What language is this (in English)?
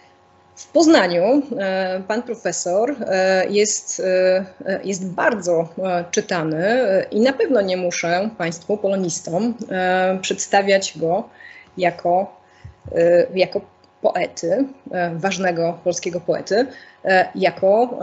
Polish